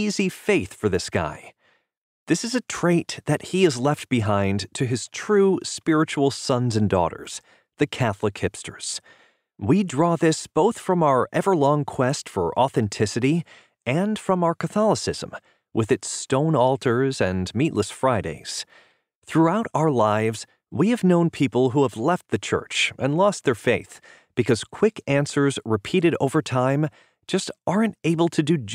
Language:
English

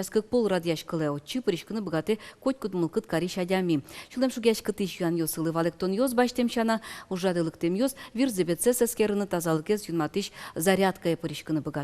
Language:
Udmurt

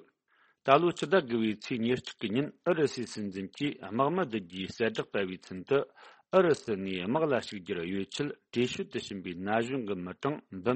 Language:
Tibetan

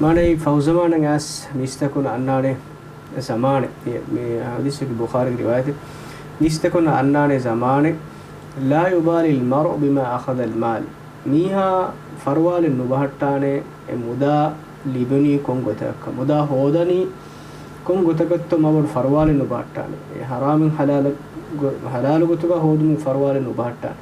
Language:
Divehi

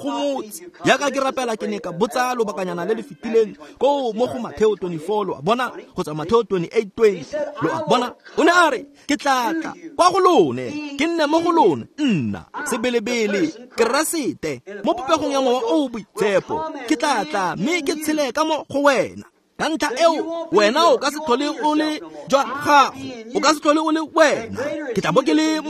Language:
Tswana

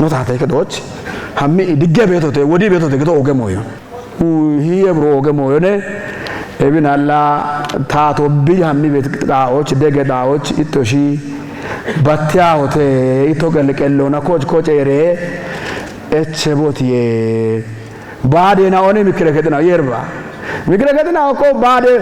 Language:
Kafa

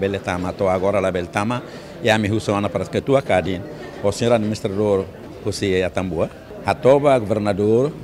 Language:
Tetum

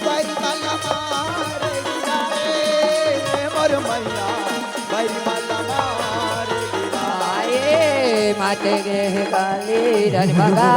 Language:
Chhattisgarhi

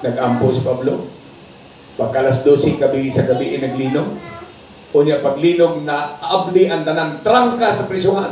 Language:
Cebuano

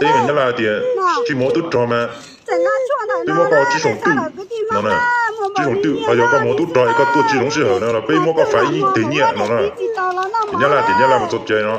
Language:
Hmong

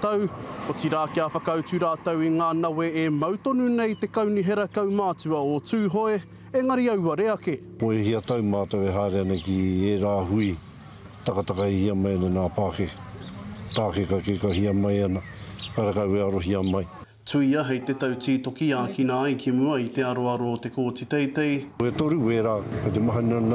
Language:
Māori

